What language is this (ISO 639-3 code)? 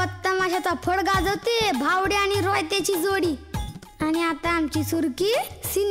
mar